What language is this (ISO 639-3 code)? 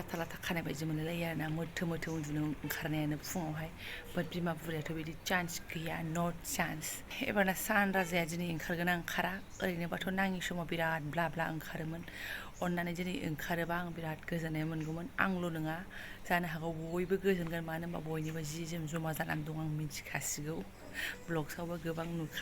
brx